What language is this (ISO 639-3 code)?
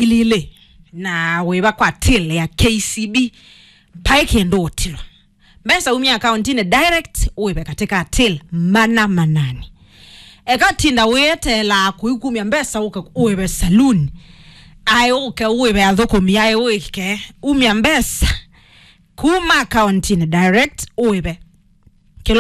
kam